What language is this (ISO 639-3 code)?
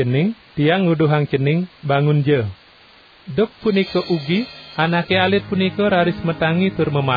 ban